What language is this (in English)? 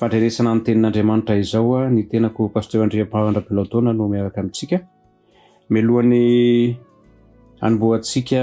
Malagasy